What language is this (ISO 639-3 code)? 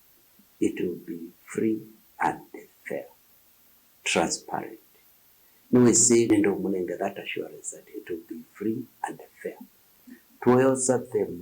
kam